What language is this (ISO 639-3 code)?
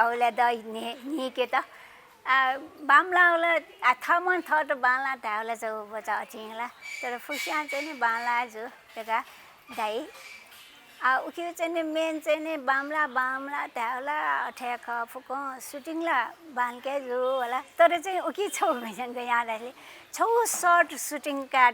new